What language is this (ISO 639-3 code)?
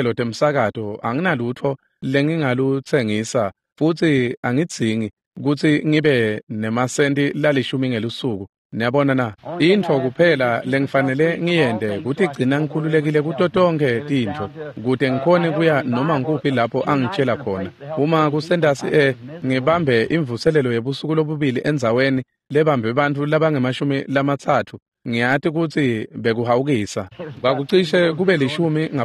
ssw